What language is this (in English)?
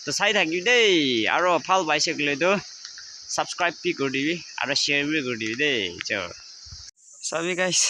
Naga Pidgin